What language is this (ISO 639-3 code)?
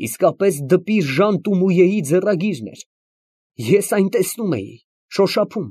hye